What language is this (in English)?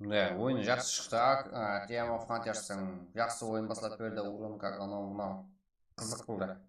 Kara-Kalpak